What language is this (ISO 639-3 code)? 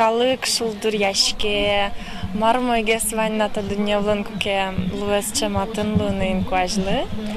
udm